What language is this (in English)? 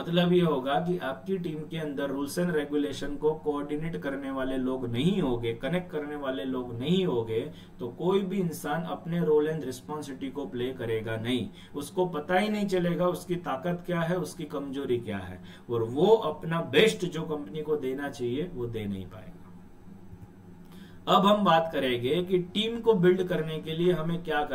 Hindi